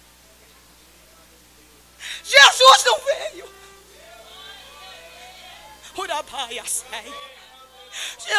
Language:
Portuguese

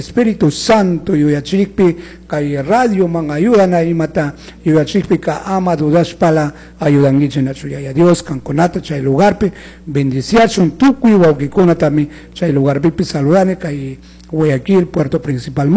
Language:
Chimborazo Highland Quichua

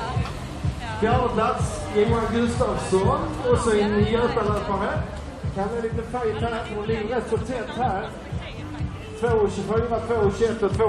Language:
Swedish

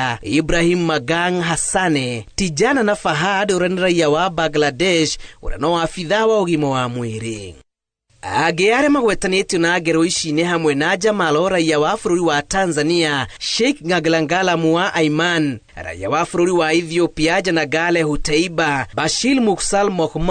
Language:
Kikuyu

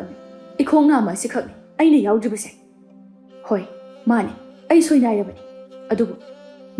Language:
Manipuri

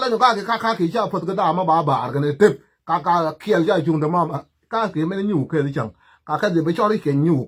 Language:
Nuer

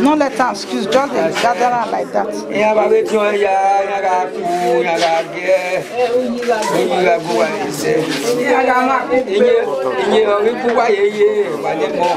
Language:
Bini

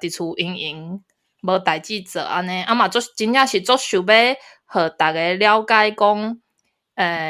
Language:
Min Nan Chinese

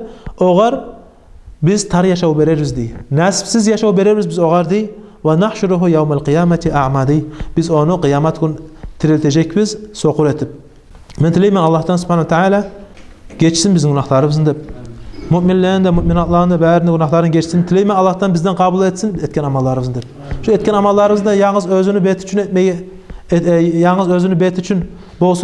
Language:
Kumyk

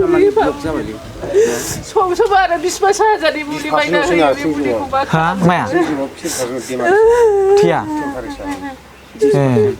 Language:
Bodo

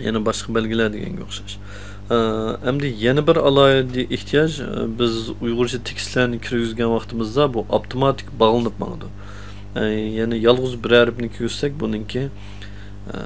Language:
Uyghur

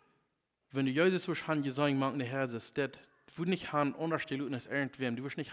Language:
Plautdietsch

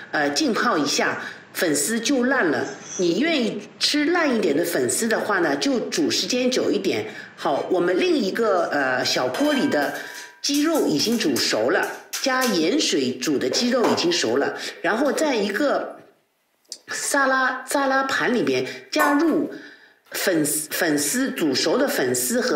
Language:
Chinese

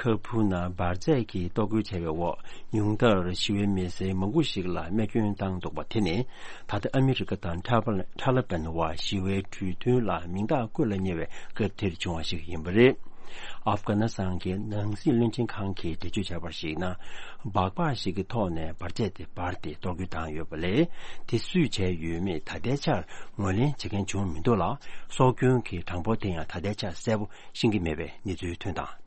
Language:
Tibetan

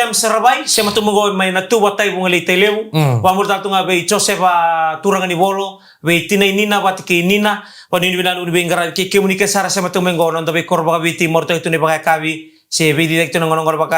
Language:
Fijian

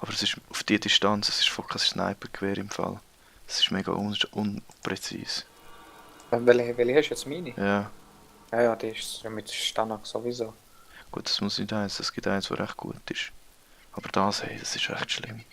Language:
Swiss German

